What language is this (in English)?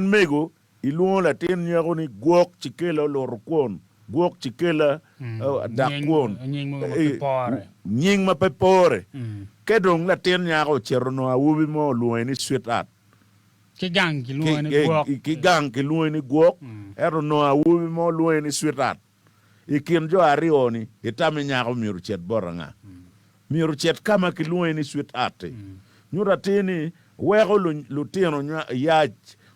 Acoli